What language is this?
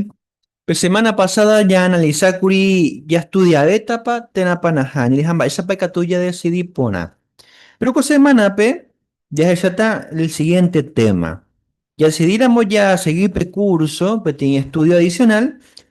Guarani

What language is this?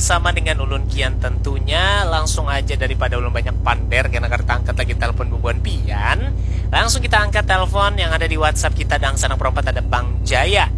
Banjar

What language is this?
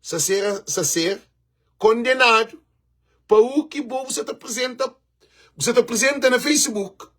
Kabuverdianu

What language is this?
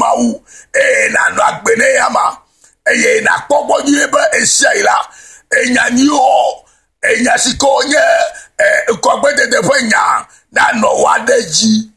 Ewe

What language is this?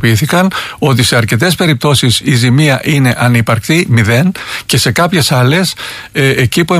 Greek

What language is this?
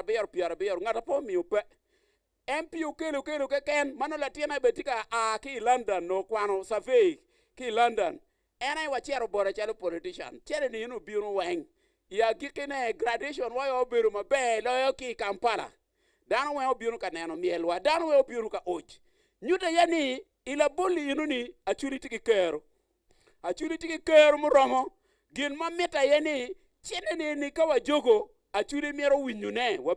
Acoli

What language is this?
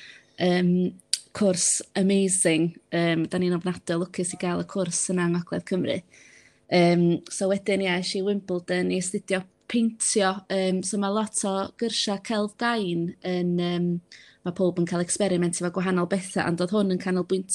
Welsh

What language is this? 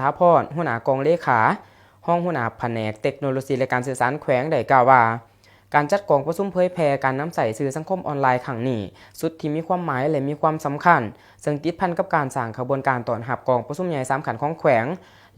Lao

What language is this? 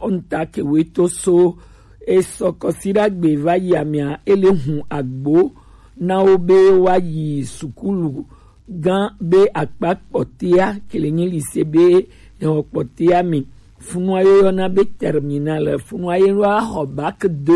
Gen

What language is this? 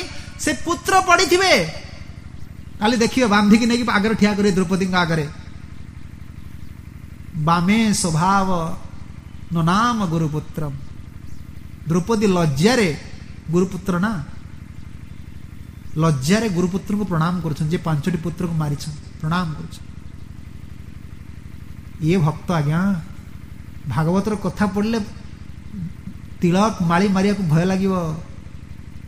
Odia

